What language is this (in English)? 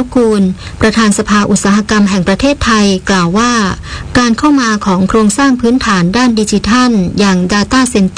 Thai